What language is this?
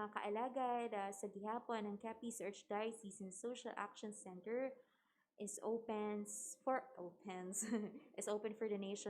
Hiligaynon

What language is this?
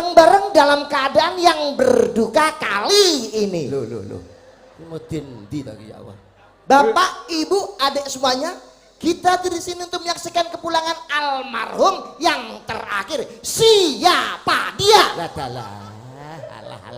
Javanese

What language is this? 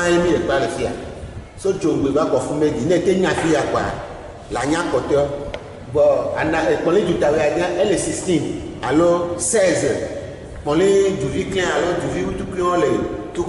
Ewe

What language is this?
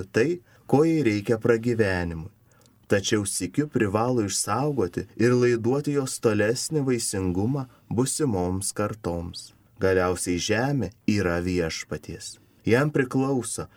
Lithuanian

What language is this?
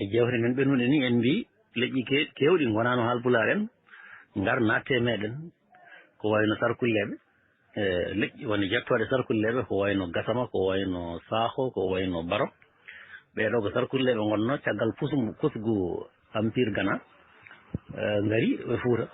Fula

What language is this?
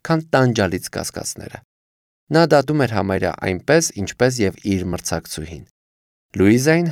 Armenian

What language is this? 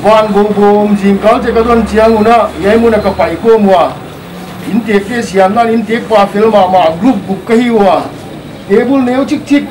Paite Chin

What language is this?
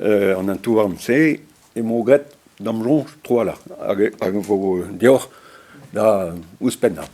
Breton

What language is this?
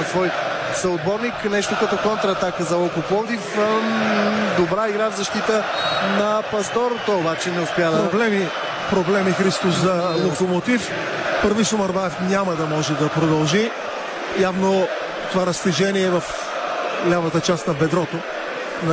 Bulgarian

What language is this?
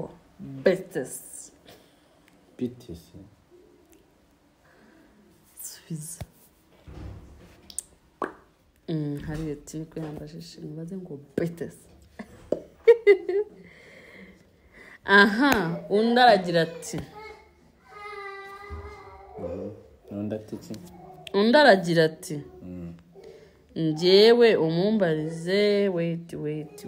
Kinyarwanda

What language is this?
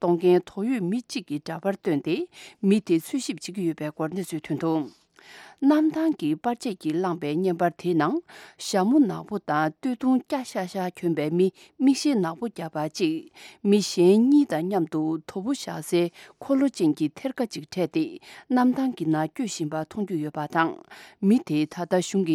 Tibetan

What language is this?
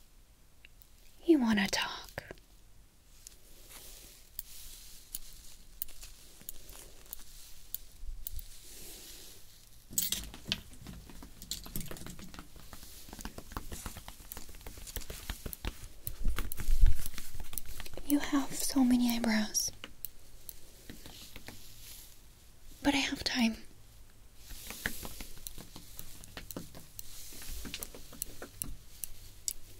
English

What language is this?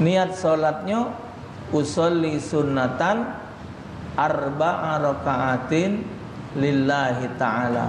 Musi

